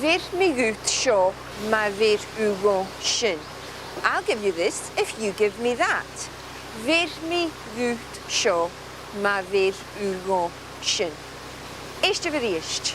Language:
Scottish Gaelic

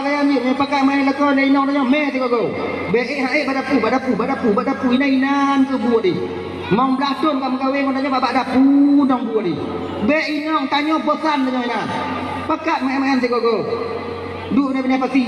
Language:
Achinese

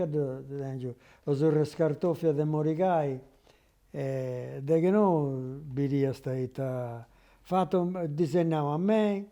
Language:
Sardinian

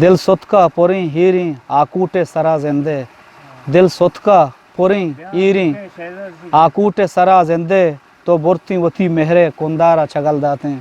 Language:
Eastern Balochi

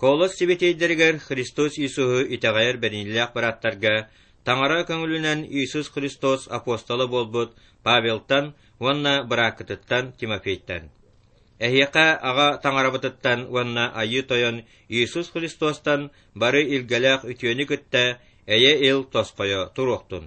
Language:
Yakut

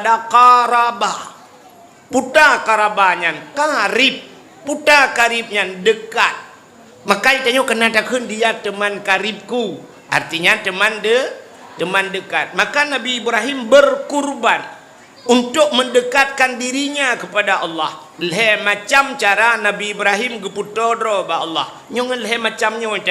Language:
Achinese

